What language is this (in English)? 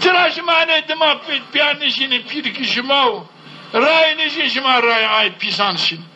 Zaza